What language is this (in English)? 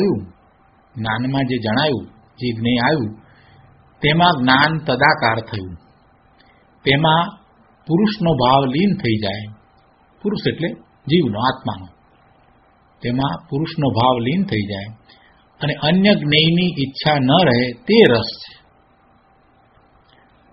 Gujarati